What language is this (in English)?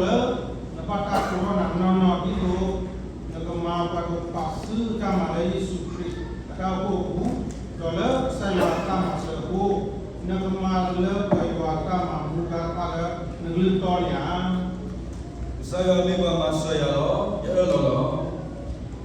S'gaw Karen